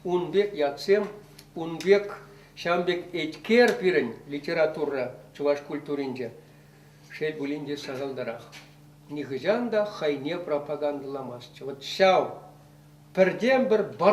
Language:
Chuvash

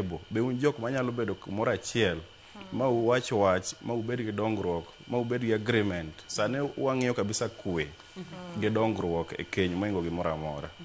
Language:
Luo (Kenya and Tanzania)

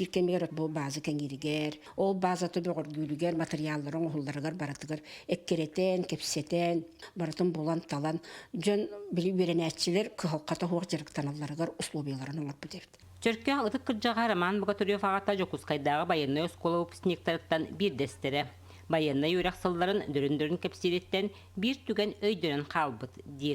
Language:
Yakut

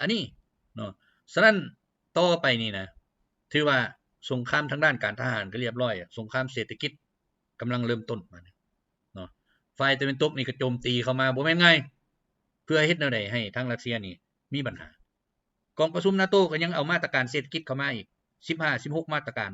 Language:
Lao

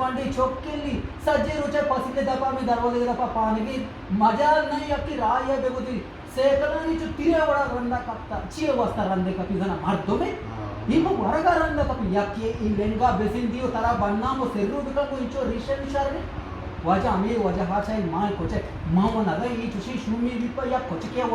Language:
Eastern Balochi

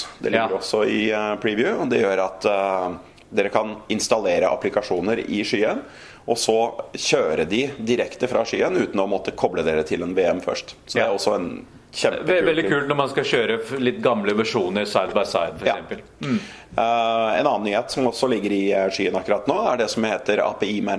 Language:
Norwegian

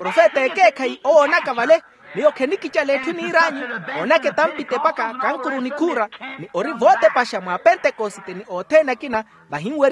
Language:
Makhuwa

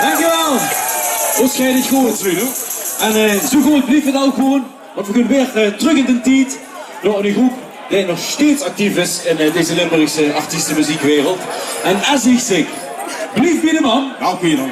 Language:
Limburgish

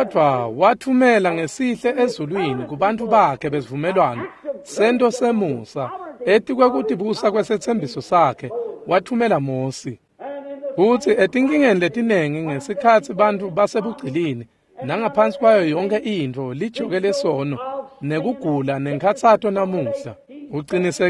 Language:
Swati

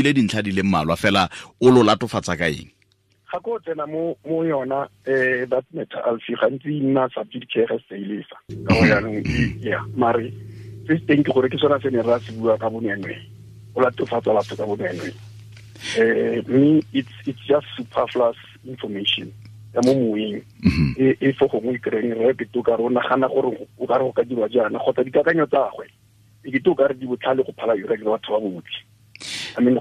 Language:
Tswana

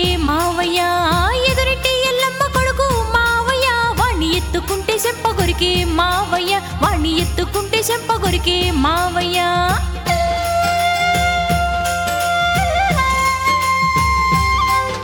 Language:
Telugu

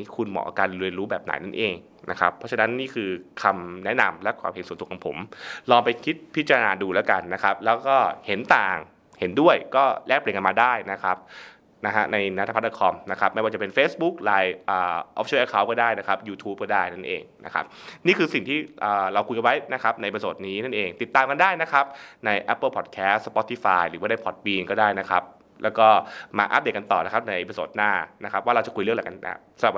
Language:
Thai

